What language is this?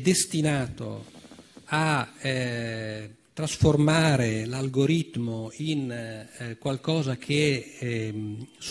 Italian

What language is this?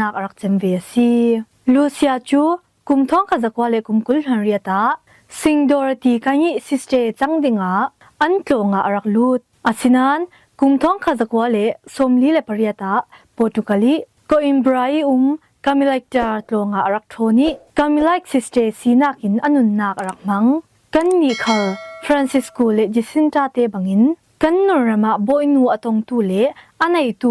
Falam Chin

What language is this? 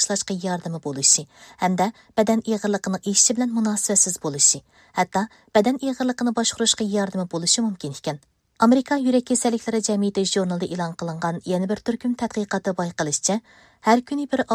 Uyghur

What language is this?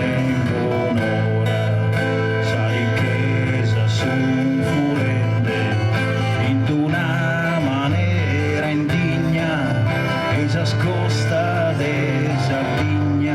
Sardinian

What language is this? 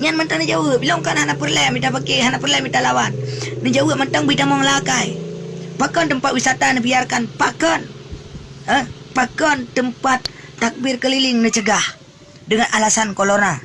Achinese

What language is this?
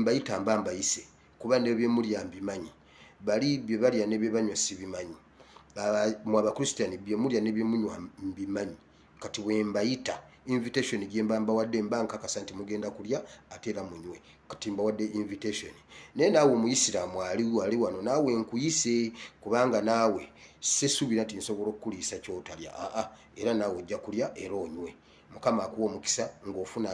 Ganda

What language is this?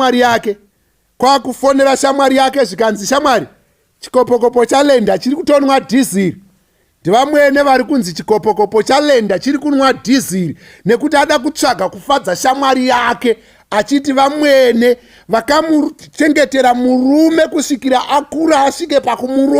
Shona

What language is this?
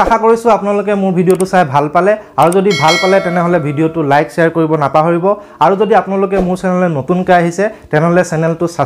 Assamese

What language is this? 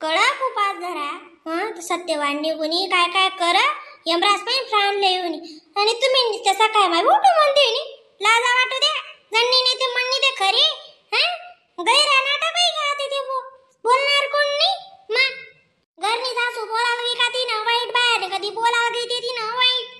Khandesi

